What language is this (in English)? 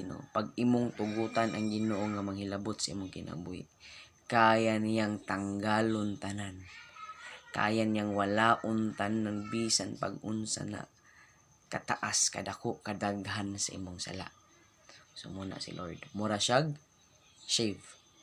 Cebuano